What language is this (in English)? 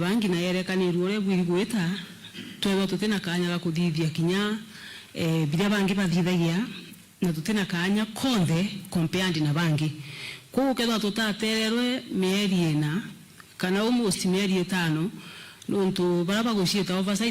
Meru